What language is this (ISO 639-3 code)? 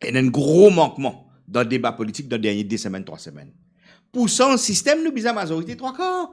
mfe